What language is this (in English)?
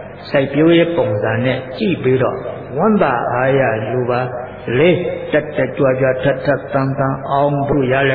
Burmese